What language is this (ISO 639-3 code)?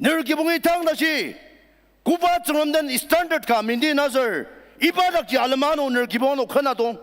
njo